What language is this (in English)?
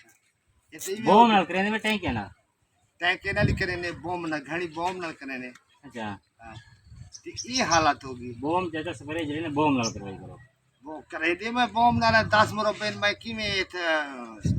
Saraiki